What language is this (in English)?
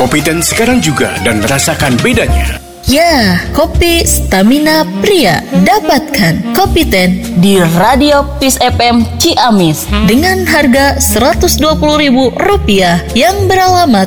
Indonesian